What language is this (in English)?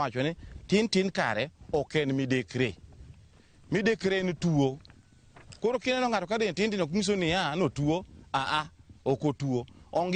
Luo (Kenya and Tanzania)